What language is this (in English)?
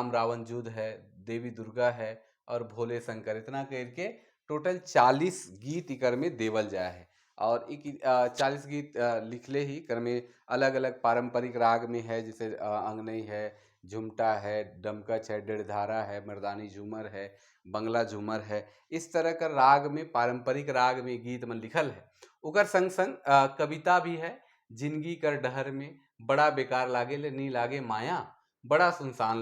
Sadri